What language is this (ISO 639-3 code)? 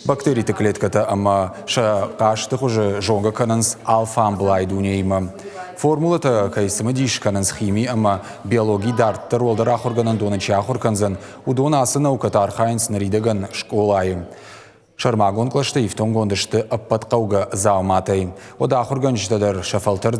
oss